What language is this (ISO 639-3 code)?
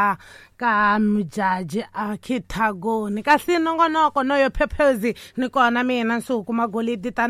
tso